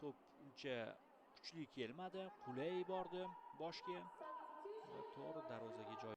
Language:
Uzbek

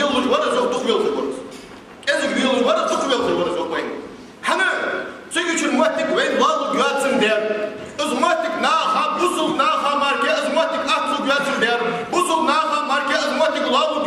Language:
Ingush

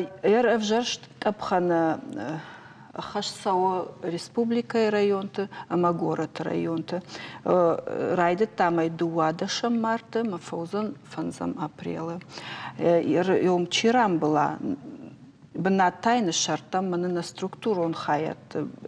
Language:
Ossetic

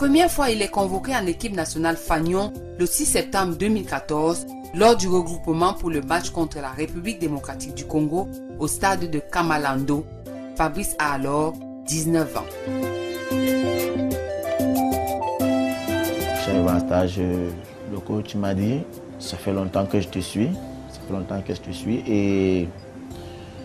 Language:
French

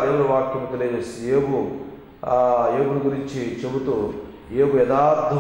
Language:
Telugu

